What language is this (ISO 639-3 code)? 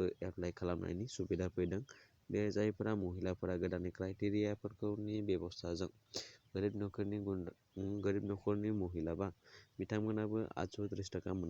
brx